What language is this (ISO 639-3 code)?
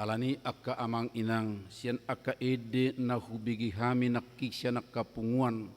bbc